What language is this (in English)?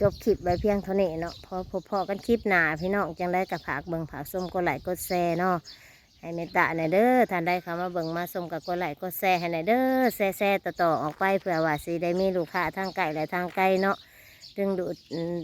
Northeastern Thai